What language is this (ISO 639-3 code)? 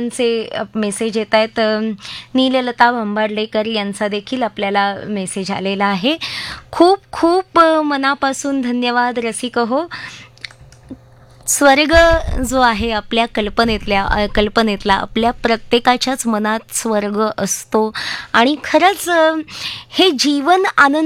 mar